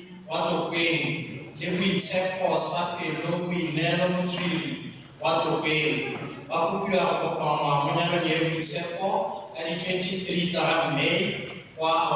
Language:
Tswana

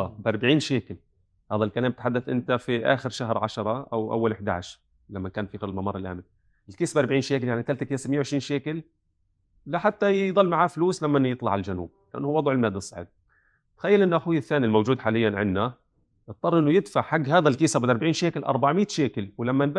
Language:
North Levantine Arabic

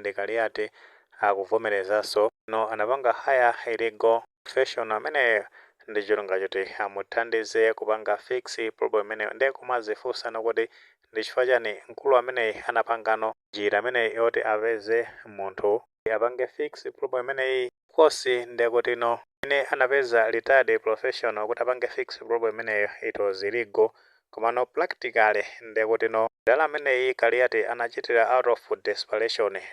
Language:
Nyanja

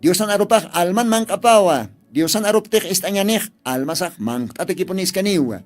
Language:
Aymara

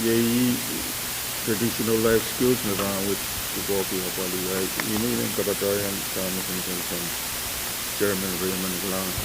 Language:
Pohnpeian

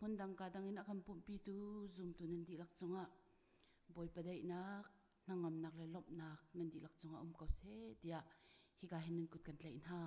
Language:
Hakha Chin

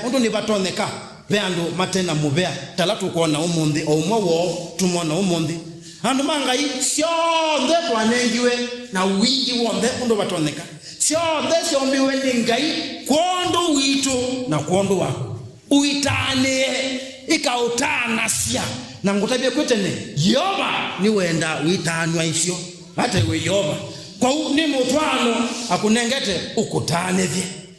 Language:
Kamba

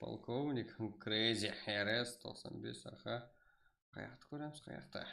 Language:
Kara-Kalpak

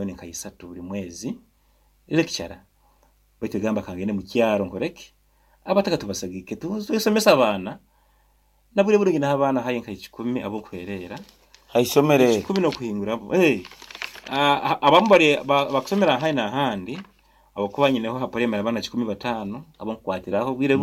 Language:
Nyoro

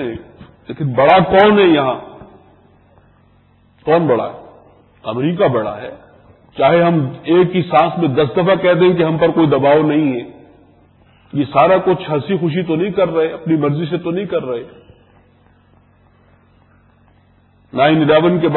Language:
Urdu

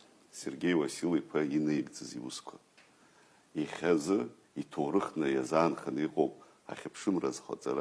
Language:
Abkhazian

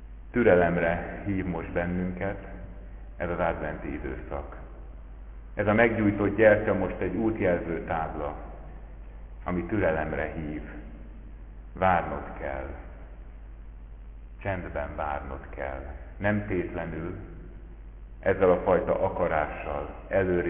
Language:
Hungarian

